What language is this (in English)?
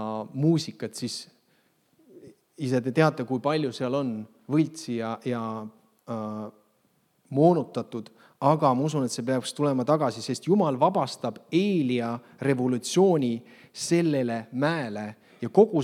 Estonian